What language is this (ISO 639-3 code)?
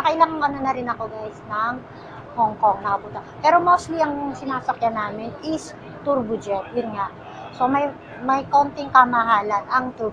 fil